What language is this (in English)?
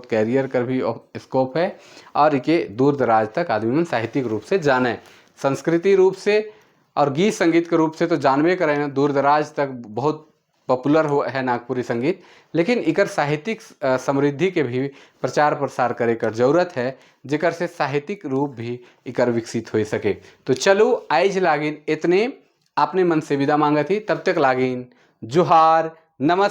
Sadri